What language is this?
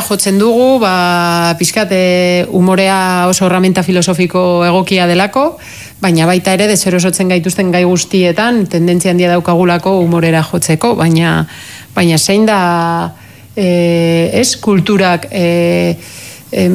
Basque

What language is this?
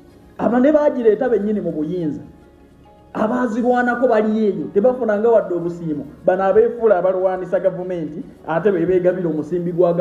Ganda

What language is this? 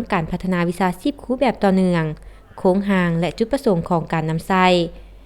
Lao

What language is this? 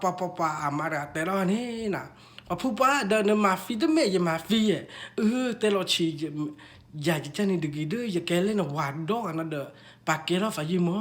S'gaw Karen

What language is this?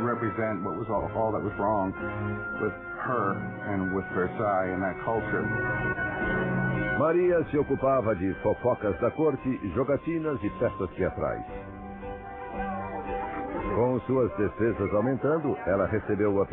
Portuguese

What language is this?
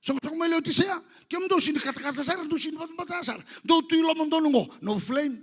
Fijian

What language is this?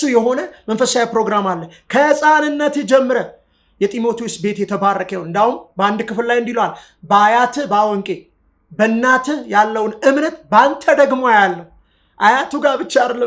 Amharic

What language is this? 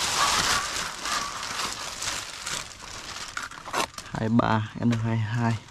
Vietnamese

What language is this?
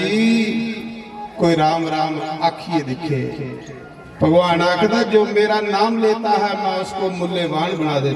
Dogri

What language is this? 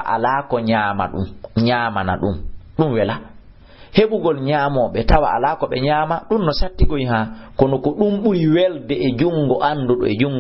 Fula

